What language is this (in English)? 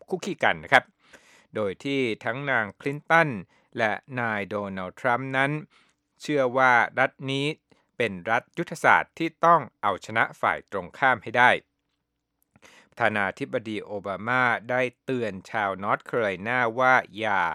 Thai